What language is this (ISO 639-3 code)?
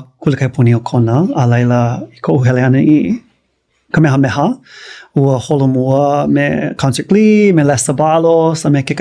haw